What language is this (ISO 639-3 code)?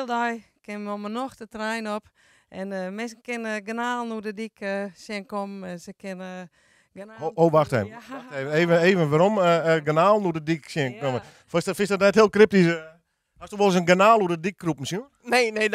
fry